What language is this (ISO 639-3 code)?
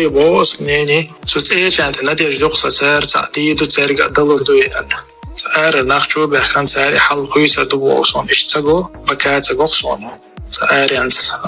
che